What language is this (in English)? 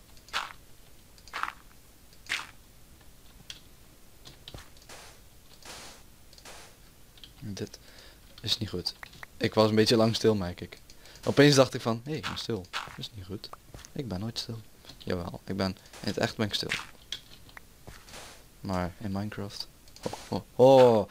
Dutch